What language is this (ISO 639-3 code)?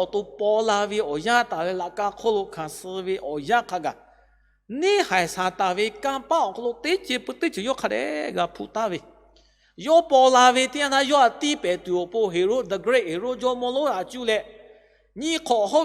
lhu